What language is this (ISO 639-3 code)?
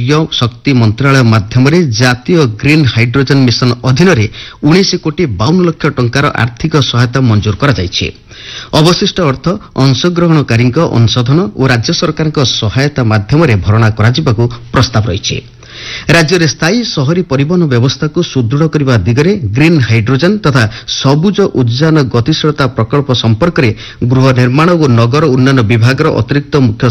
ori